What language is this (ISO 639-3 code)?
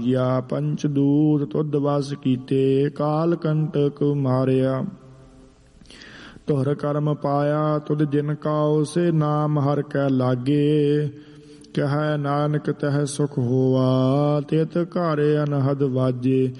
pan